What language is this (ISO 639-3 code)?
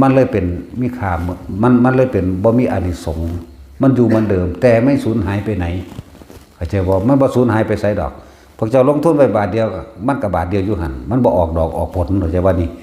lao